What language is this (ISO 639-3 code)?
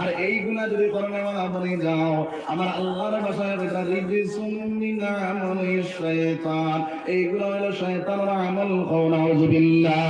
syl